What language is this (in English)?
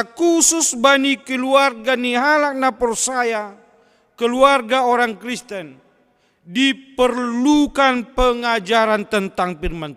Batak Simalungun